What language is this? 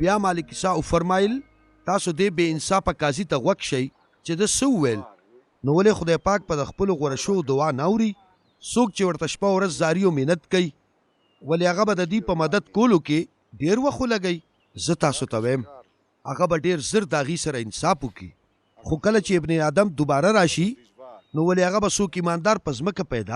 Pashto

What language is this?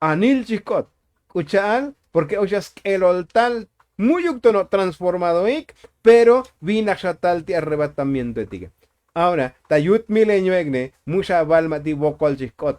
Tzotzil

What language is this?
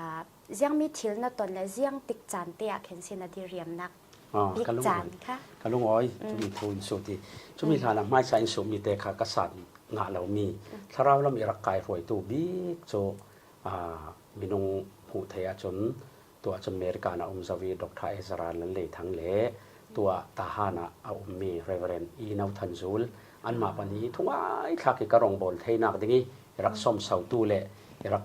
Falam Chin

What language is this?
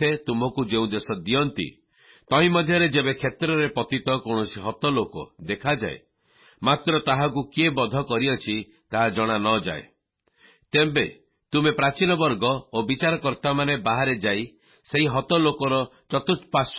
Odia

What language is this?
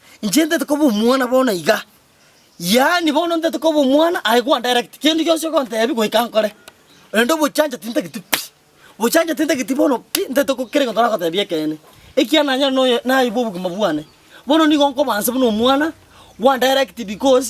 Gusii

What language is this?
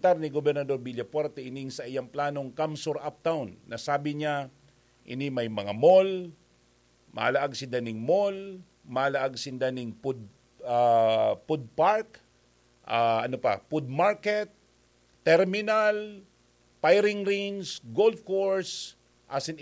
Bikol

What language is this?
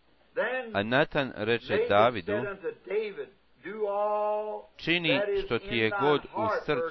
Bosnian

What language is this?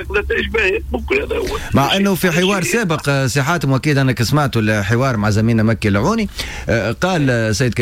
Tunisian Arabic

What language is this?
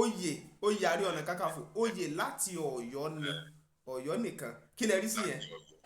Yoruba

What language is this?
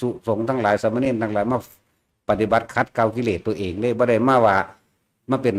Northeastern Thai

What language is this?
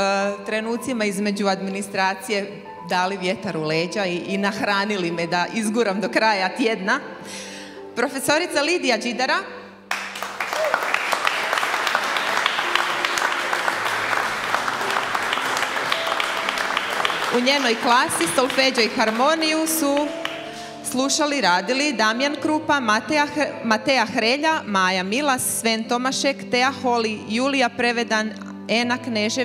Croatian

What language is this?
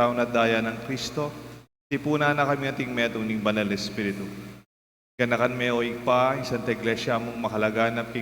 Pampanga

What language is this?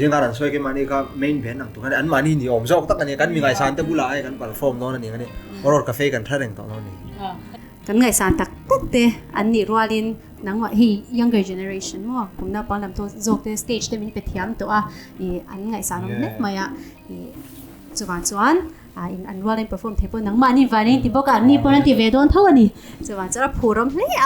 Mizo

